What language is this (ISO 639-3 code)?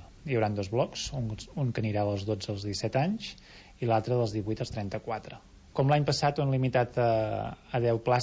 cat